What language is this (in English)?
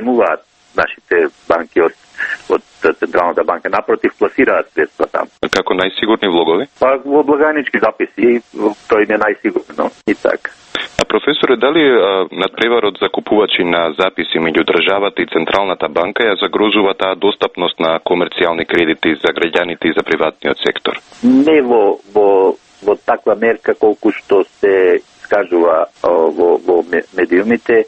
Macedonian